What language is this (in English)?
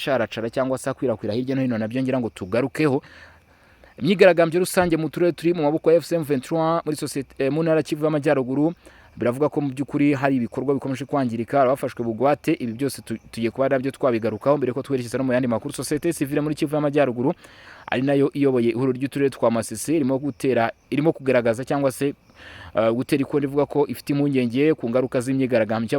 Kinyarwanda